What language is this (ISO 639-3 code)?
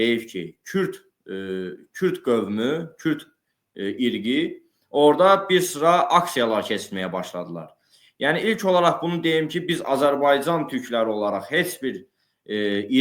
aze